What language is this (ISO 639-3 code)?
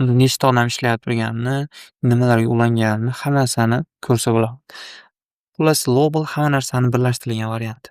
uzb